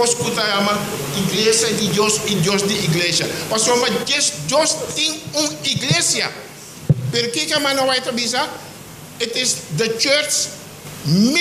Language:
Papiamento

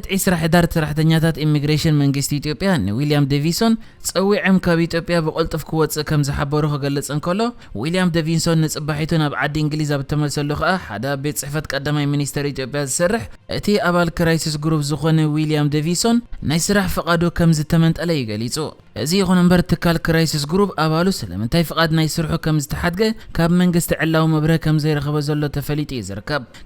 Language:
Tigrinya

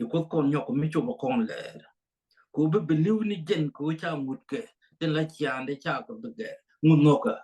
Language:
Nuer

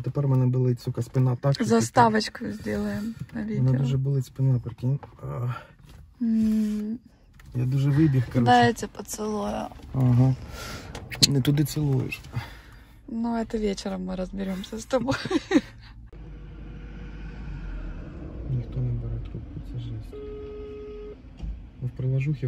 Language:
Ukrainian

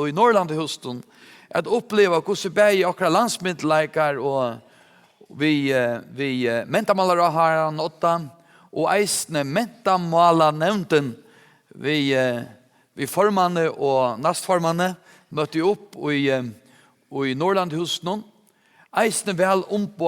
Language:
Faroese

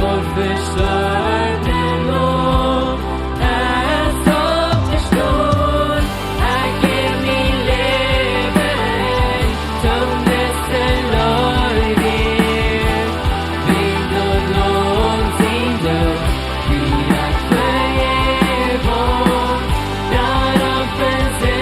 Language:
Plautdietsch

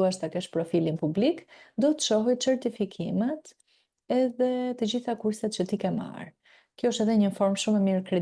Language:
Albanian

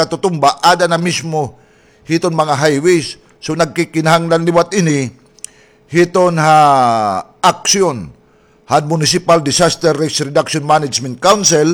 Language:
Waray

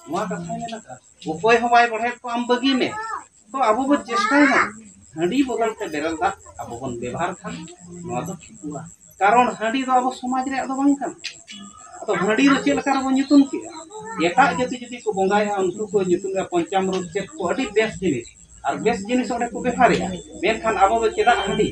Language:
Santali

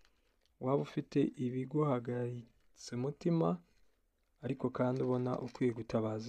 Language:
Kinyarwanda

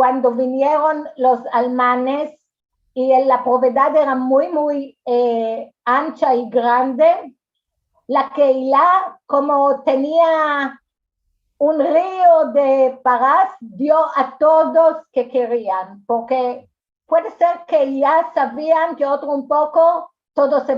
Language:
Ladino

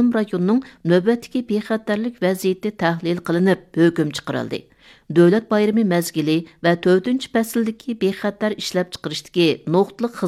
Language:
Uyghur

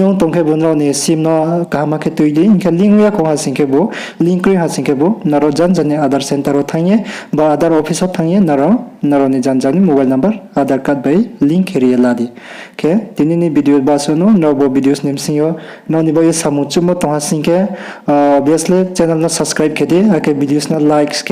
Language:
Riang (India)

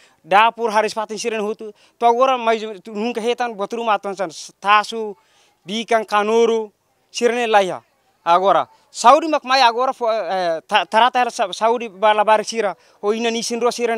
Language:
Tetum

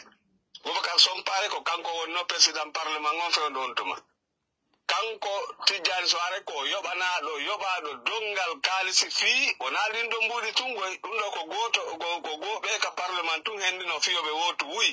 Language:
Fula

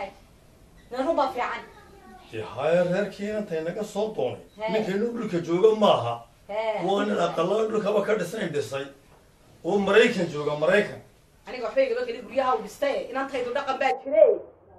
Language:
Somali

